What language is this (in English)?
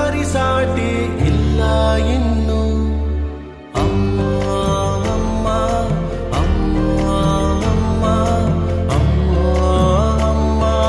Kannada